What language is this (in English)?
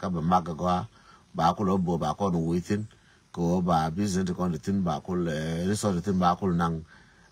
Nuer